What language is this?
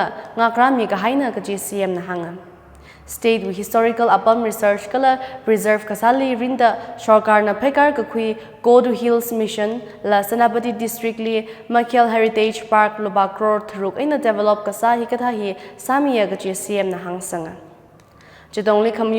Tangkhul Naga (India)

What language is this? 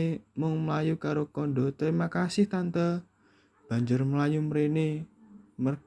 Javanese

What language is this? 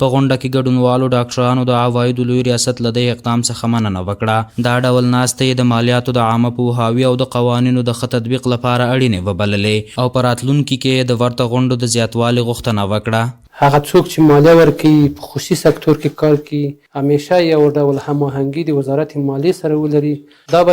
Pashto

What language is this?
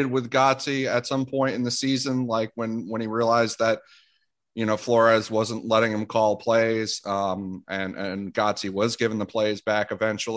English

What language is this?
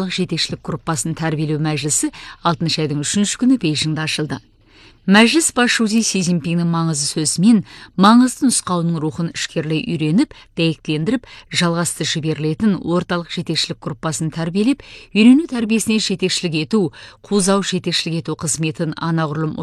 Kazakh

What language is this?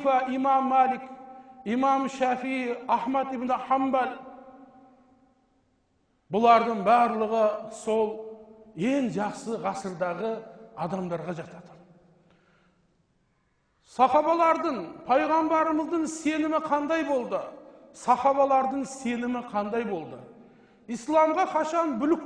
Kazakh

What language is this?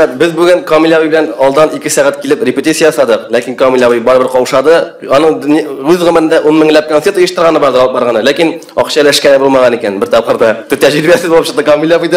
Tatar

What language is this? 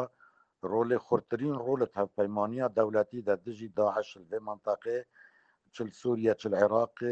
Kurdish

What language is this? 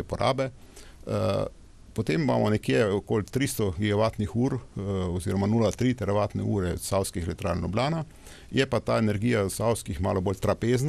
Slovenian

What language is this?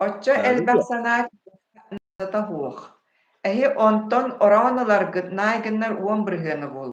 Yakut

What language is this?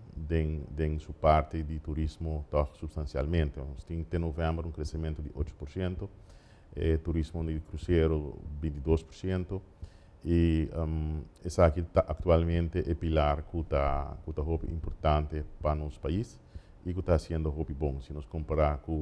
Papiamento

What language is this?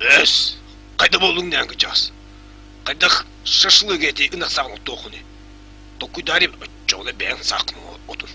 Yakut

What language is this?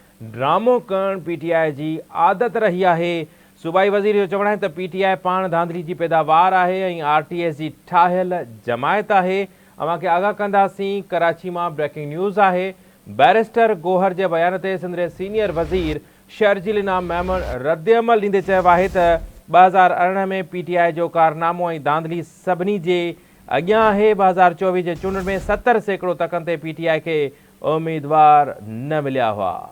Sindhi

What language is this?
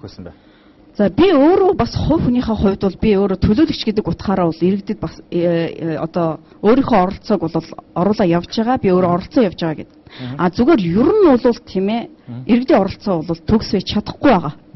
Mongolian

